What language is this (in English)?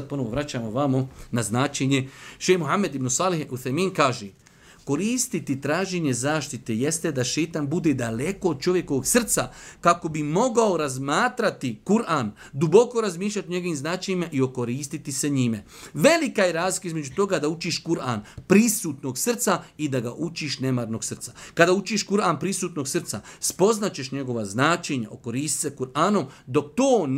Bosnian